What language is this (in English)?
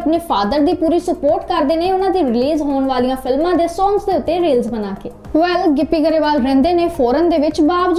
Punjabi